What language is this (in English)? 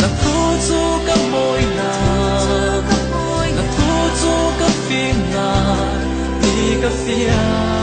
Falam Chin